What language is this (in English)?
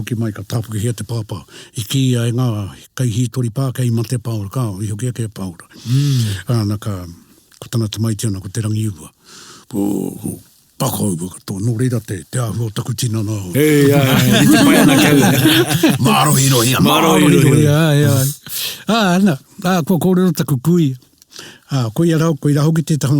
Māori